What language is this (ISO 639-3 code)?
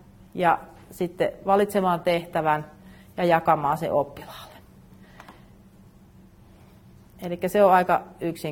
fin